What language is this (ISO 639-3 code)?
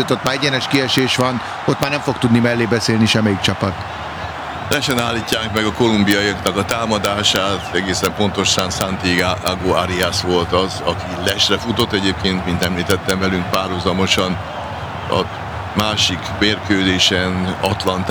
hun